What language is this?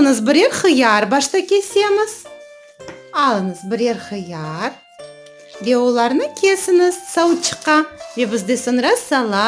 Crimean Tatar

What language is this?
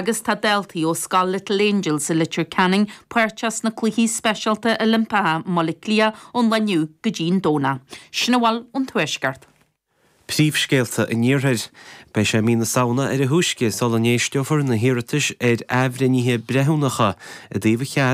Irish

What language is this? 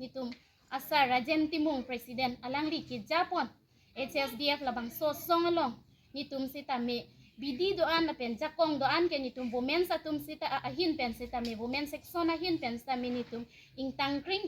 Karbi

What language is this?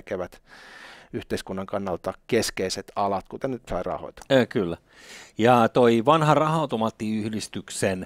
Finnish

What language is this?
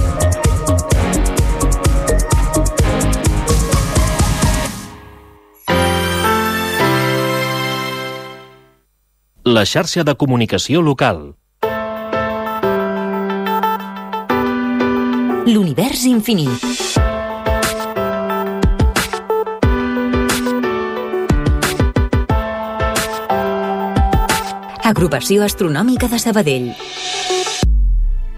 Catalan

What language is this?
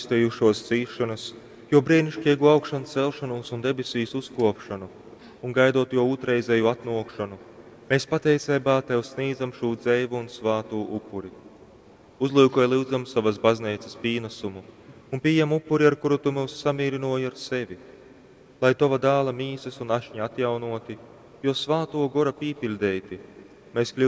Latgalian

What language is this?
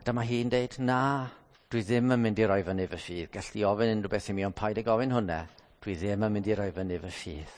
Welsh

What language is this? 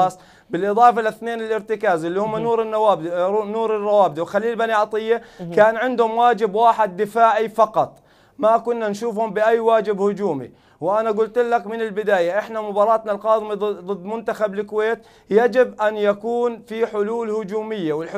Mesopotamian Arabic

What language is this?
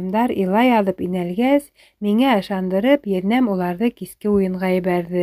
Bashkir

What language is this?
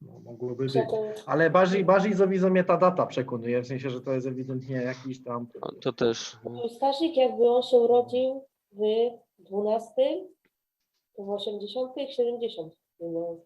Silesian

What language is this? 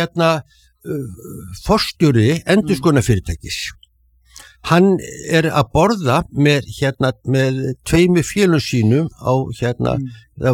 Icelandic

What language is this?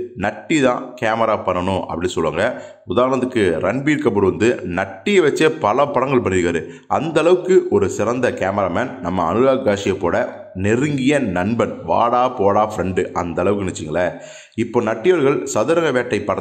Tamil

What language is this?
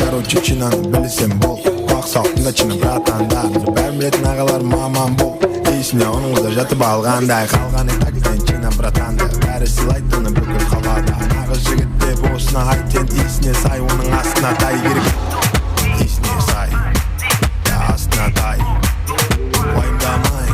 Kara-Kalpak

